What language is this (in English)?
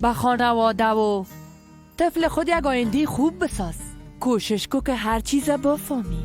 Persian